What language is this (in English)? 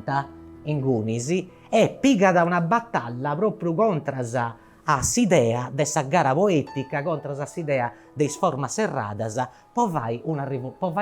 Sardinian